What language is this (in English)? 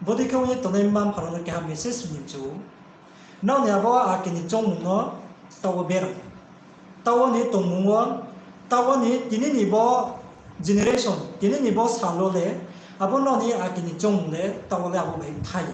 Riang (India)